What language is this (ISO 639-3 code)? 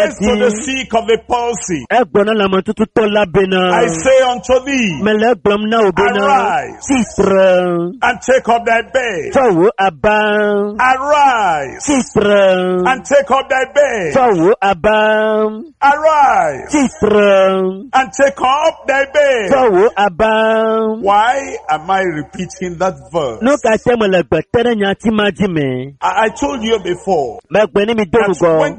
ewe